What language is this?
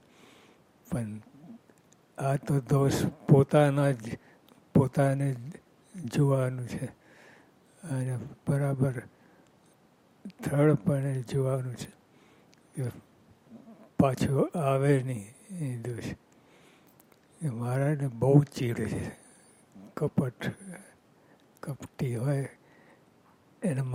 Gujarati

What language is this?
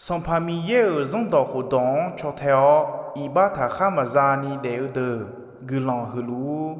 Akha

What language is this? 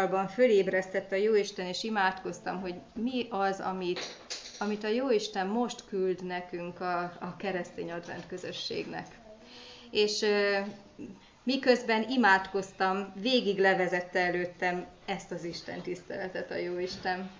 Hungarian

